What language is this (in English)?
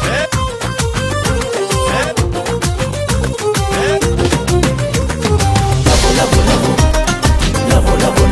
Kannada